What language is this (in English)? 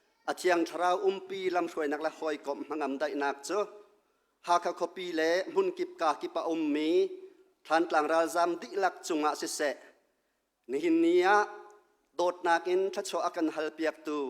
Hakha Chin